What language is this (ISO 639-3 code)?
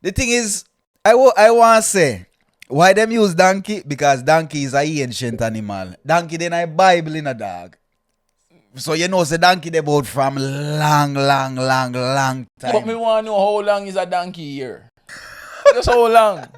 jam